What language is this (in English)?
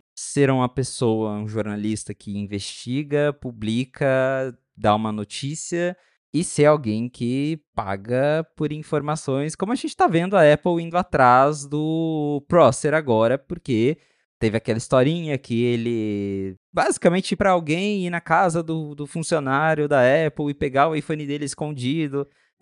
Portuguese